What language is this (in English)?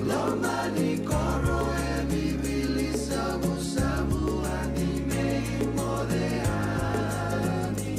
Fijian